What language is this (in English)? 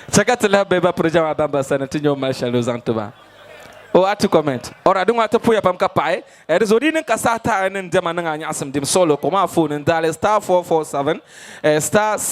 Dagbani